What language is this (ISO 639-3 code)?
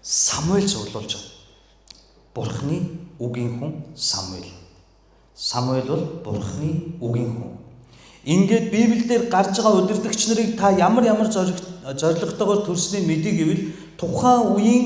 mon